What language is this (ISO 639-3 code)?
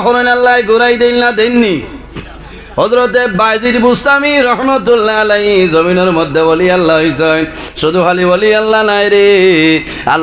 syl